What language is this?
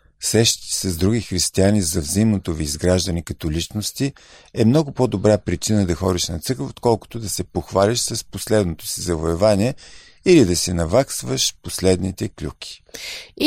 Bulgarian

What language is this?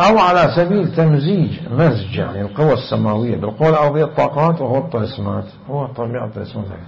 Mesopotamian Arabic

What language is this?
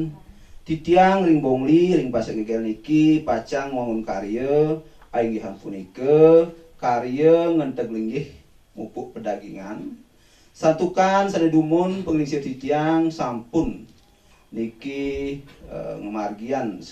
Balinese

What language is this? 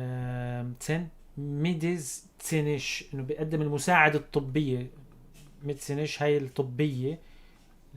North Levantine Arabic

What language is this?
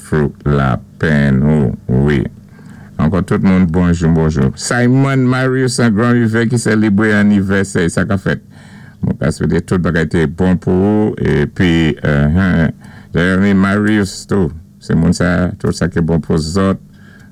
Saint Lucian Creole French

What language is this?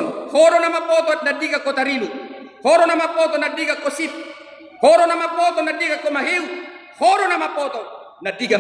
Batak Toba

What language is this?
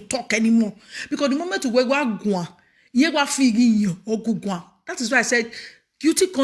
Nigerian Pidgin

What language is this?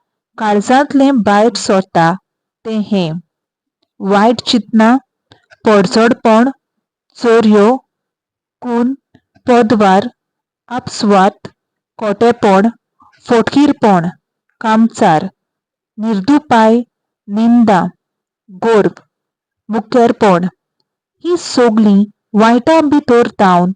Konkani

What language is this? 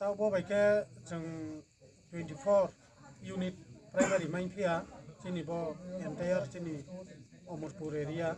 Riang (India)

